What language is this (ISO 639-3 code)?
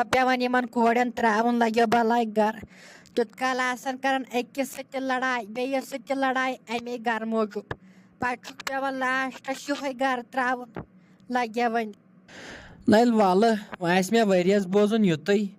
kas